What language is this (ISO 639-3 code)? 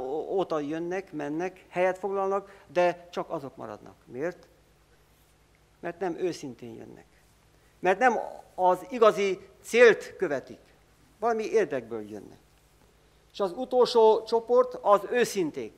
hun